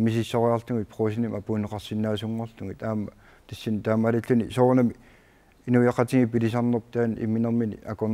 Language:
Kalaallisut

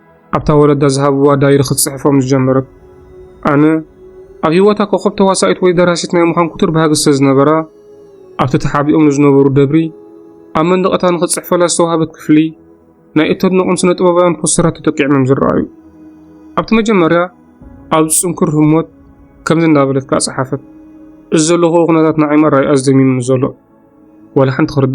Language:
Tigrinya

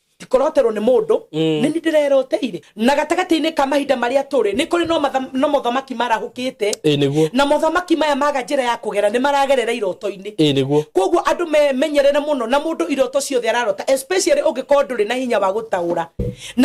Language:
Kikuyu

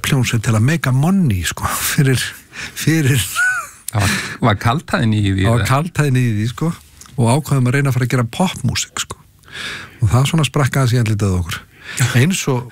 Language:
Icelandic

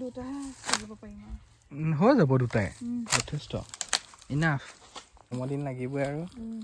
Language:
Assamese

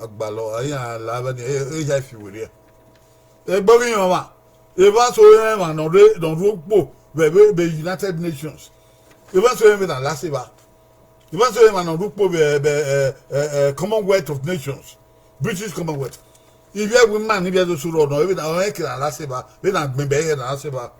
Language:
Bini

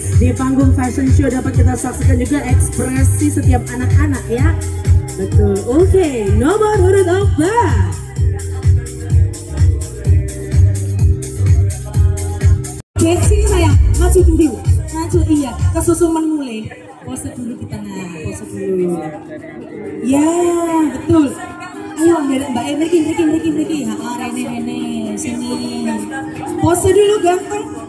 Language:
Indonesian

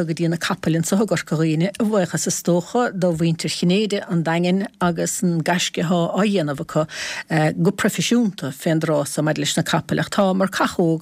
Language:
Irish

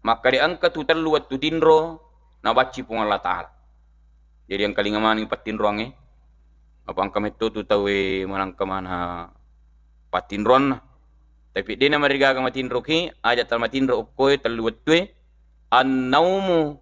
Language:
Buginese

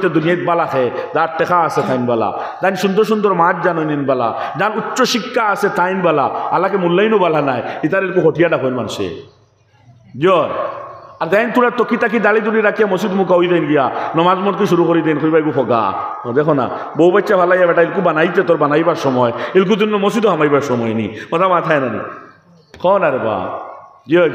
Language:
Sylheti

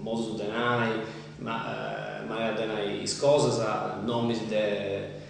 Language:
Sardinian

